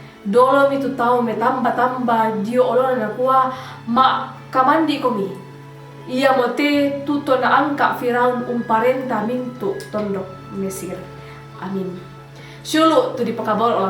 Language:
Toraja-Sa'dan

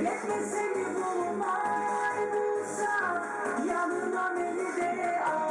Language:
Kumyk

